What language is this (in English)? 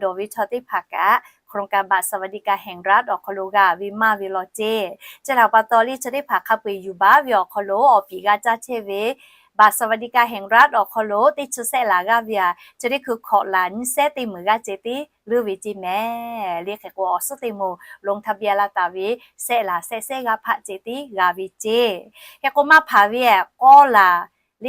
Lahu